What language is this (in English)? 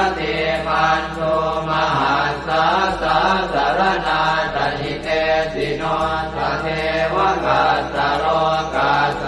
Pali